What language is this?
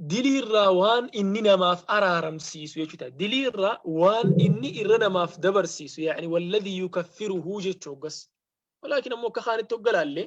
Oromo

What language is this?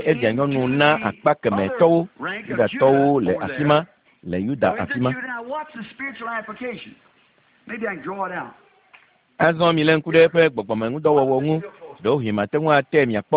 Ewe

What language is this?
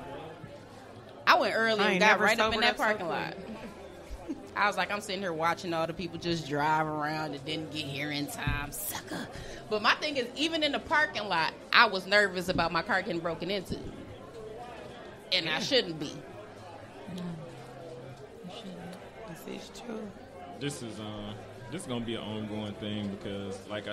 English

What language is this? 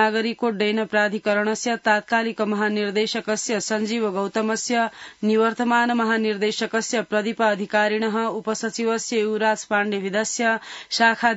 Sanskrit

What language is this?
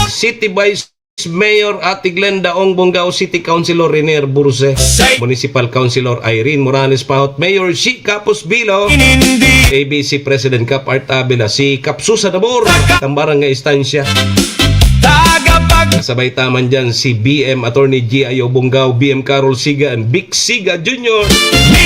Bikol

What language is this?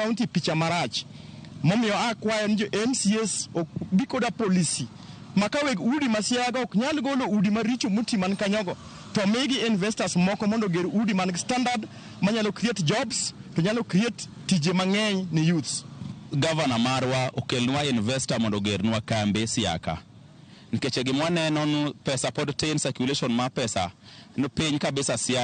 Luo (Kenya and Tanzania)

